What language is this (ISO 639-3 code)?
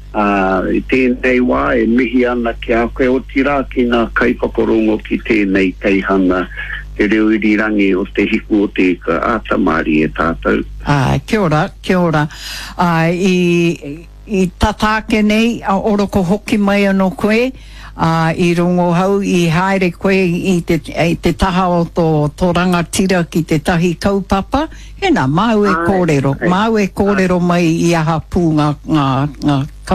mri